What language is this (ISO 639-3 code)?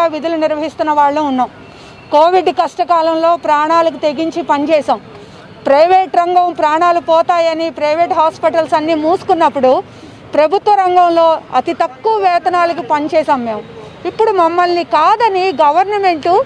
tel